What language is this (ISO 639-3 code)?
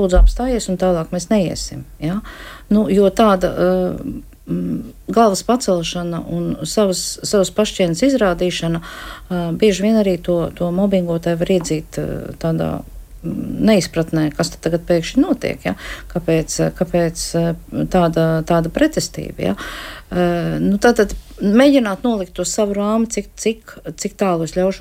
lav